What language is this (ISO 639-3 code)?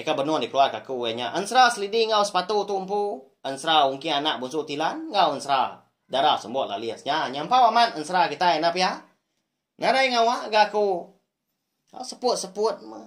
iba